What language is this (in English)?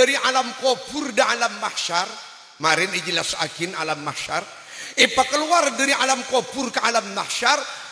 Madurese